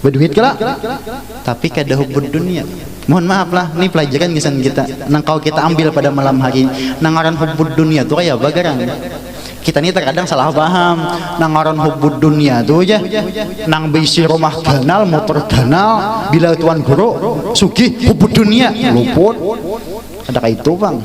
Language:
Banjar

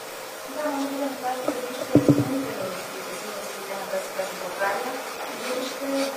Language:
Bulgarian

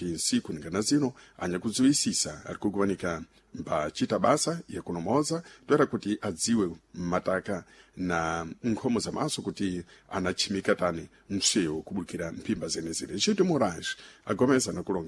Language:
Sena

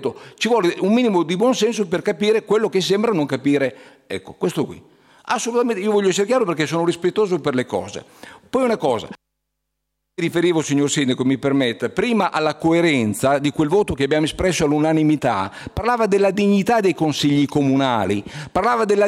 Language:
Italian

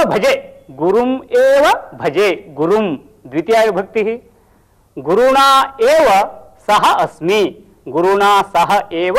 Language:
Sanskrit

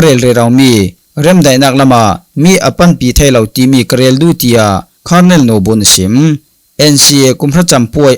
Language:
Falam Chin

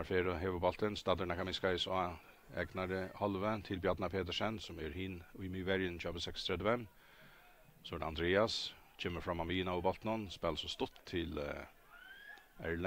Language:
Faroese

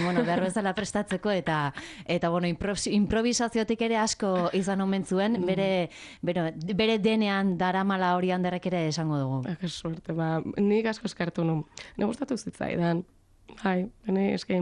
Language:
Basque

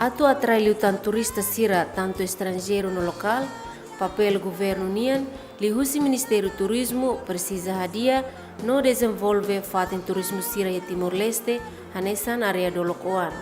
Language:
Tetum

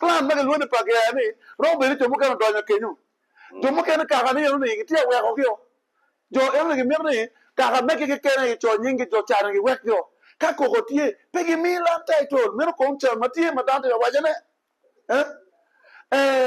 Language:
Acoli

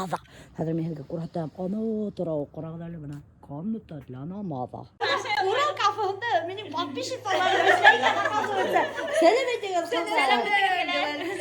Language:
Bashkir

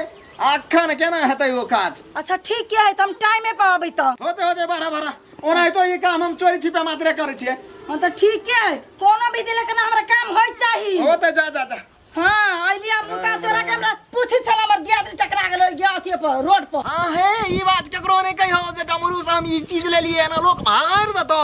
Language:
Maithili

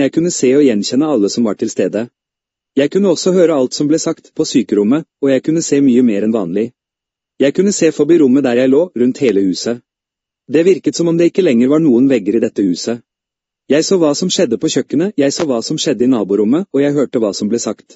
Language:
Norwegian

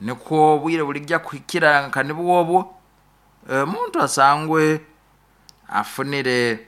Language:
Nyoro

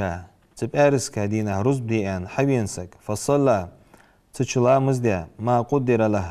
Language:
Ingush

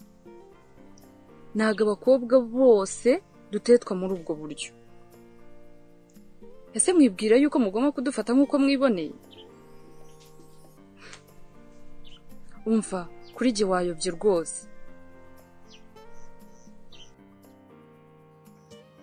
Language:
Kinyarwanda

